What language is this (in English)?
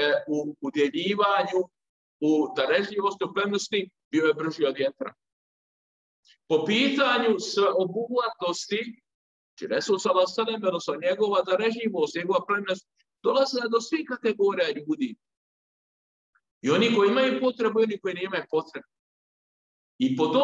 Bosnian